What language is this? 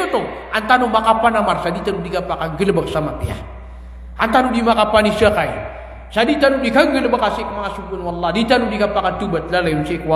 Maranao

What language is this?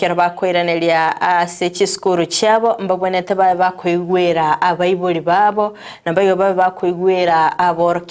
Gusii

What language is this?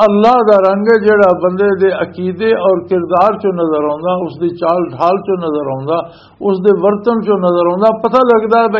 Western Panjabi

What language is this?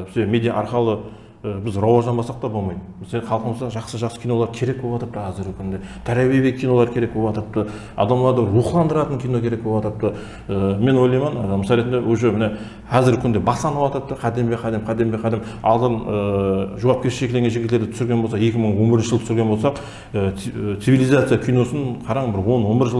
Kara-Kalpak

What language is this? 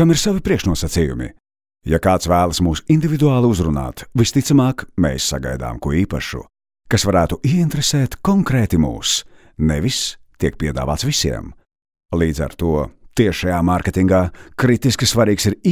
Latvian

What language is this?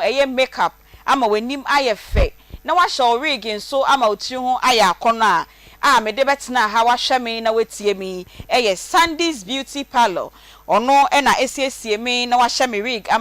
Akan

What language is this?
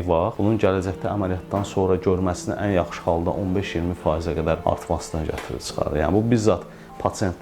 Azerbaijani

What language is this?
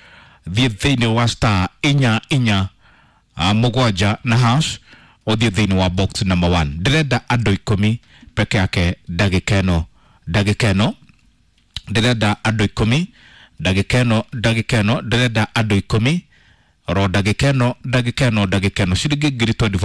Kikuyu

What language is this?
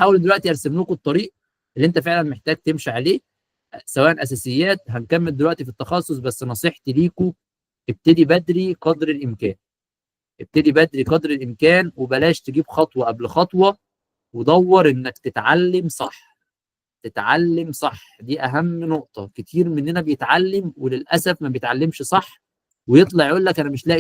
Egyptian Arabic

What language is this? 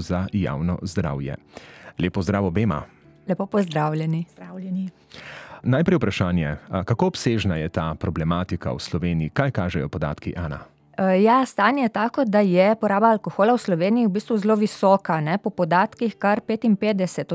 Slovenian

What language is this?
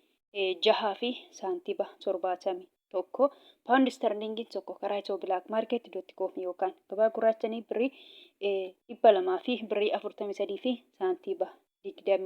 Oromo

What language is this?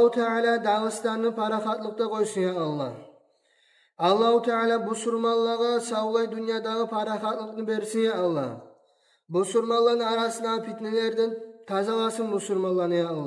Kumyk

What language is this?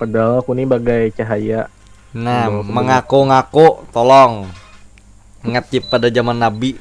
Banjar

